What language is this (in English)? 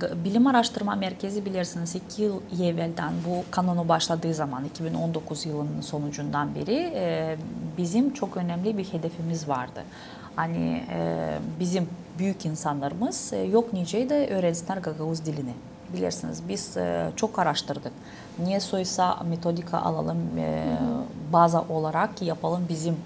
Gagauz